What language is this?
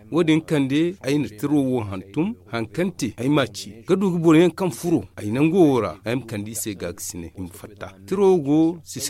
Zarma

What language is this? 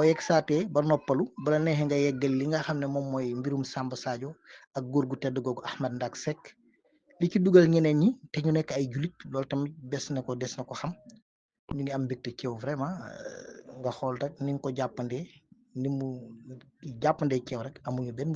Wolof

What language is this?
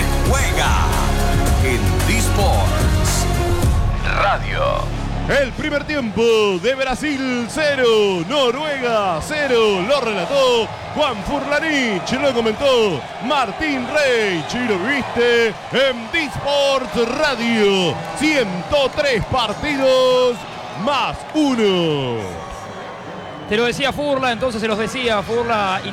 Spanish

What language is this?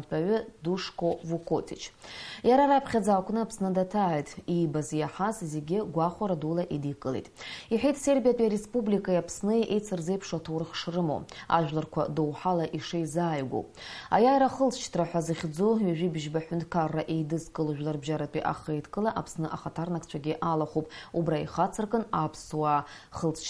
Abkhazian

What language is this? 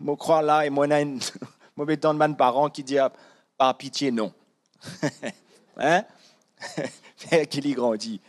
Morisyen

